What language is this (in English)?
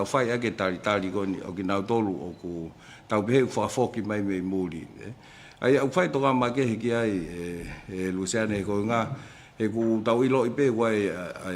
Tongan